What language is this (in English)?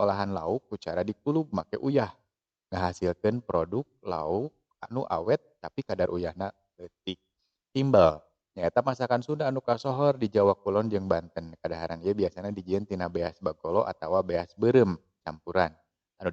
Sundanese